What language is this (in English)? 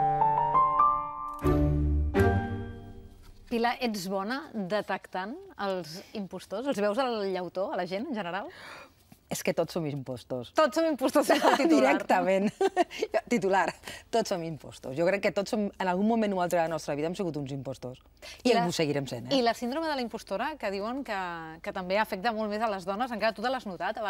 Catalan